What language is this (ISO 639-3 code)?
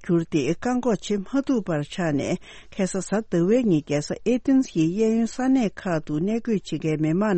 bod